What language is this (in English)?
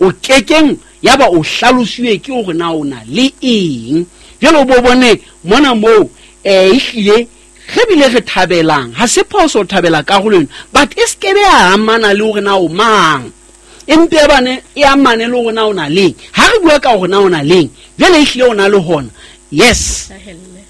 Southern Sotho